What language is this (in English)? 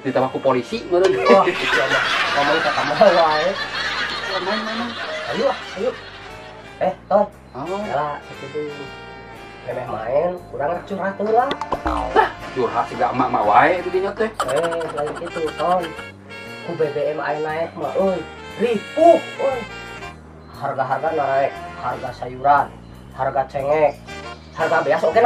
Sundanese